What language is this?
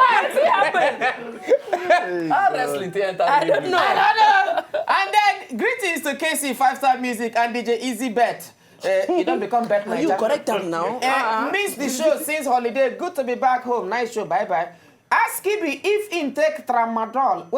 Nigerian Pidgin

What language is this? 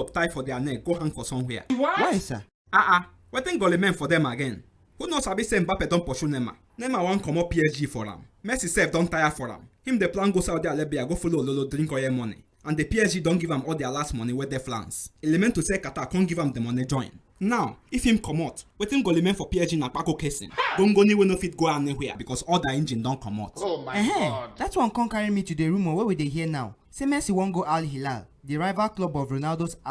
Nigerian Pidgin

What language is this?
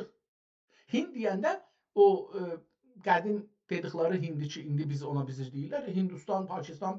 South Azerbaijani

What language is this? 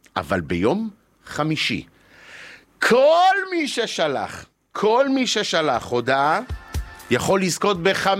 Hebrew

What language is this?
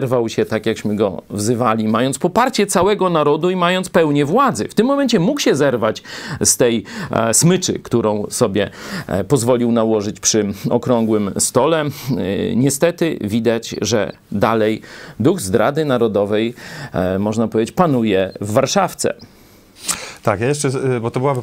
Polish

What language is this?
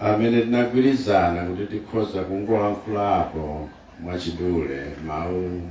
Nyanja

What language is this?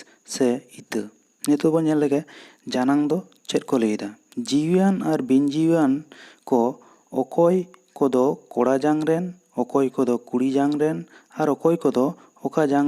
Santali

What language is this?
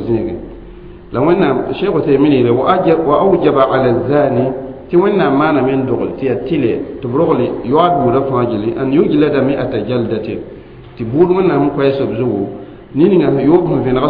Mossi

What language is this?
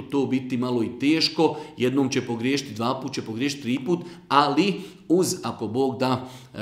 Bosnian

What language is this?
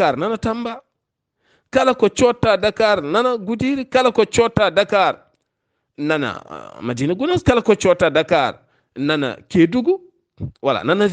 Fula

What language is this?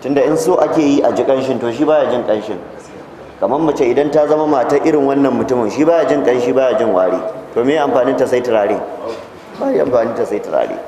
Hausa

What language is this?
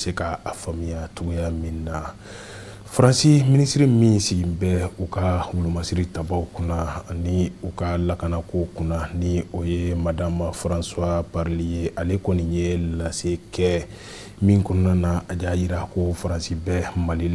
Bambara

